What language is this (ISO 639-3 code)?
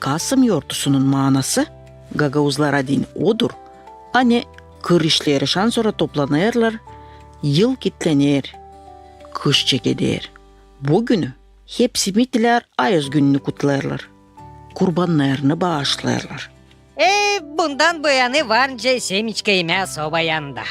gag